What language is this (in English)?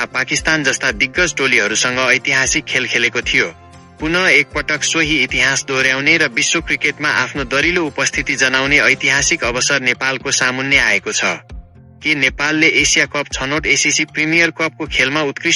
Nepali